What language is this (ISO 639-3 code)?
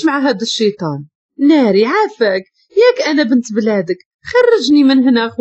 ary